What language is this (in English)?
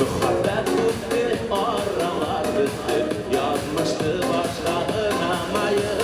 Bashkir